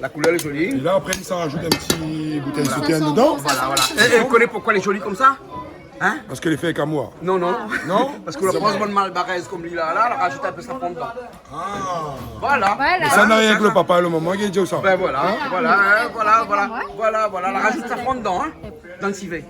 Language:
Réunion Creole French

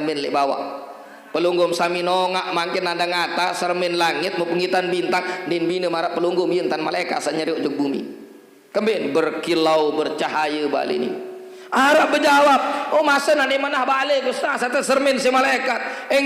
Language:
Sasak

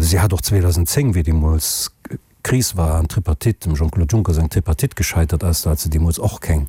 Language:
Luxembourgish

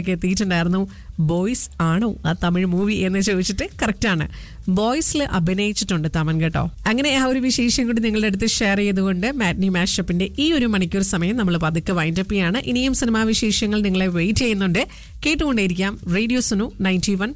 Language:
Malayalam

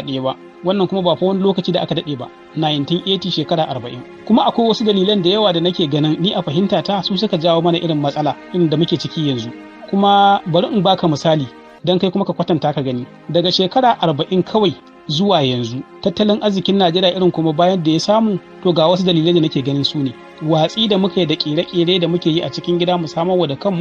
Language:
Hausa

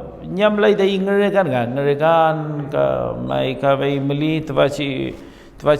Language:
Mapuche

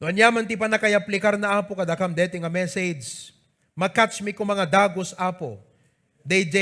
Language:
Iloko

